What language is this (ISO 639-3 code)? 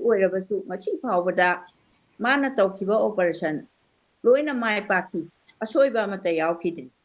mni